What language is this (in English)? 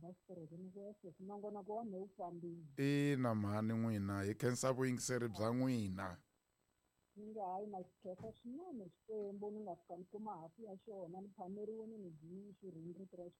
Tsonga